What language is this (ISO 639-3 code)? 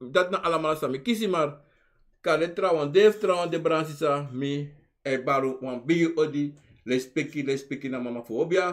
srn